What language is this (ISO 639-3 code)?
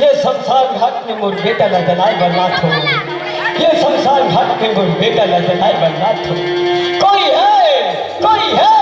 hne